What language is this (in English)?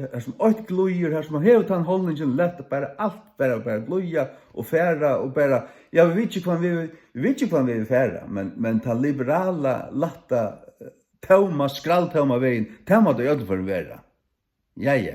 Faroese